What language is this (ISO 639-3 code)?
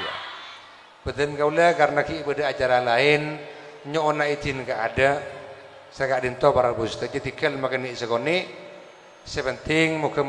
mad